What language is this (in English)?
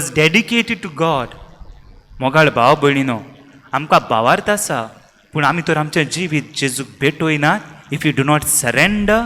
Konkani